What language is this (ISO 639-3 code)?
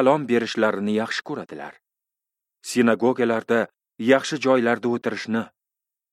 uzb